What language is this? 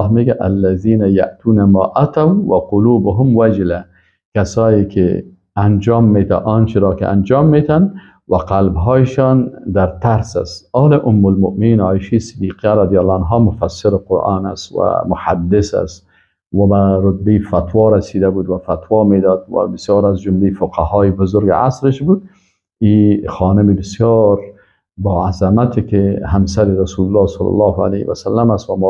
Persian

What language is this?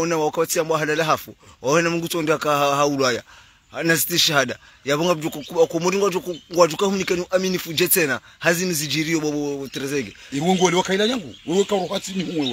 Swahili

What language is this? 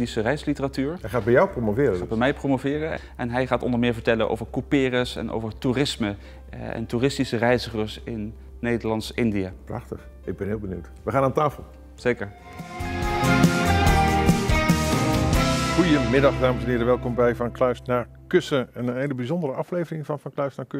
Dutch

